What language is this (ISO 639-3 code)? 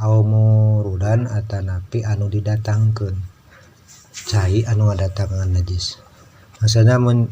sun